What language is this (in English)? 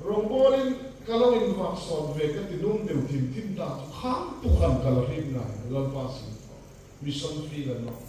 Hmar